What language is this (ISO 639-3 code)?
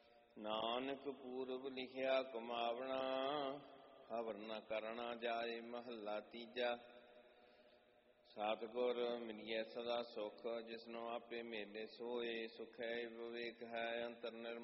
pan